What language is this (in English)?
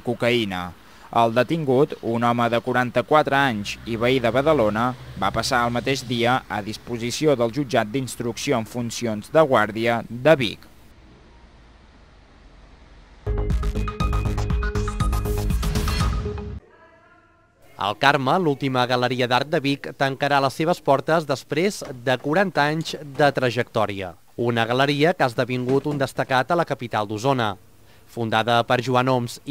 Catalan